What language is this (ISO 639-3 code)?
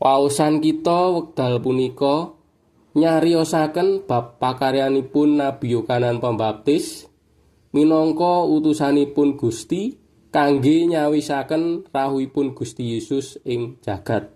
jav